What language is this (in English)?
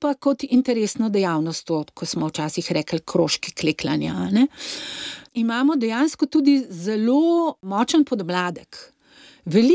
Slovenian